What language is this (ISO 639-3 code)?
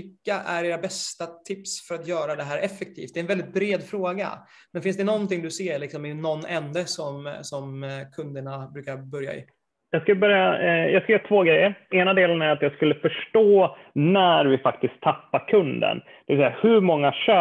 swe